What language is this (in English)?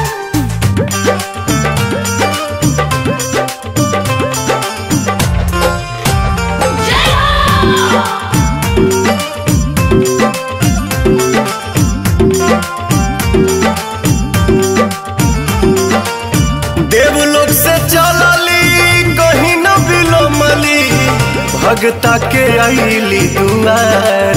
Bhojpuri